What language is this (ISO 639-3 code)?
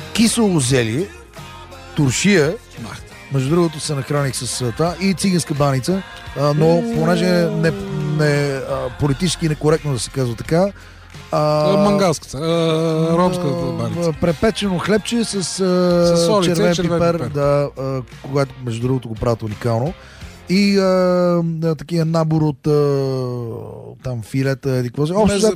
bul